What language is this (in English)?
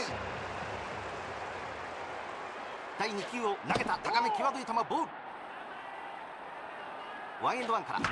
Japanese